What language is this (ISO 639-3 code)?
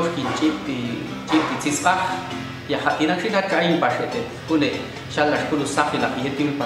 jac